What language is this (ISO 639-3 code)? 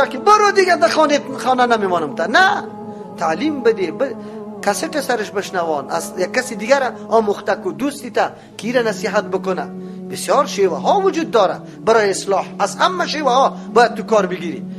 fas